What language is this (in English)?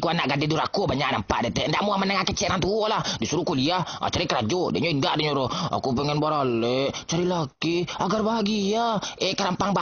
Minangkabau